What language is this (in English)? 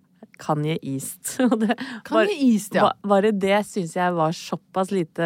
Norwegian